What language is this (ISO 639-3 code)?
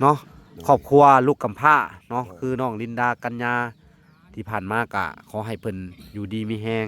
lao